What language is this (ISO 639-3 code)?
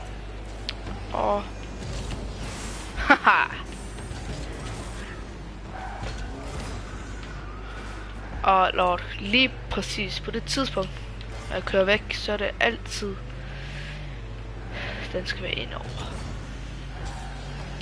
dan